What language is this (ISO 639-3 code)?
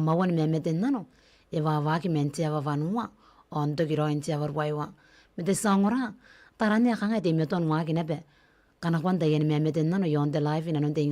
gil